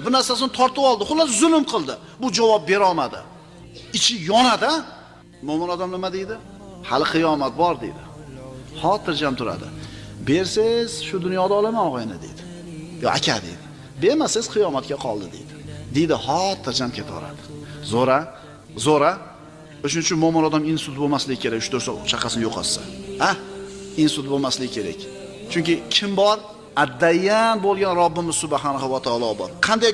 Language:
Uzbek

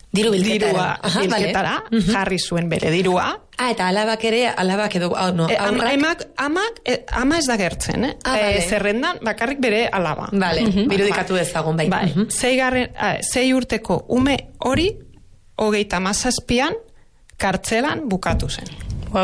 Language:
Basque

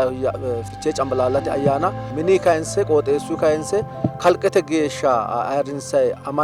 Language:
Sidamo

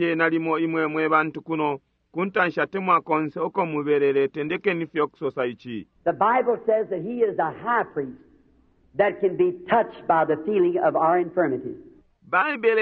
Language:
Bemba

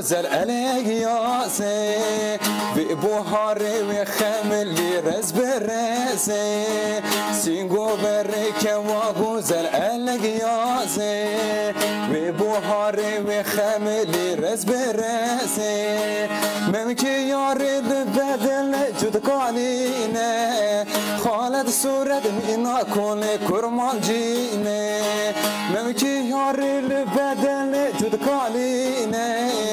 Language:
Kurdish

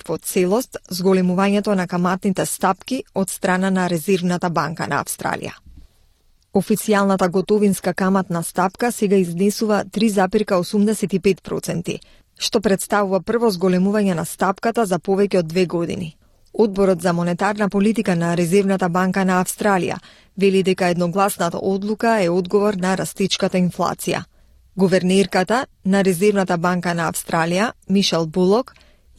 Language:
Macedonian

